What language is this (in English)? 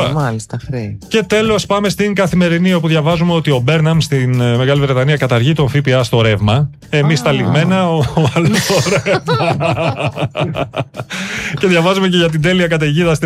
Greek